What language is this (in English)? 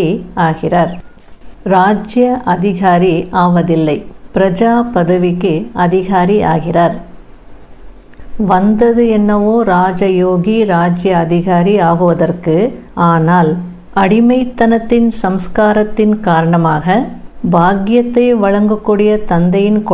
Tamil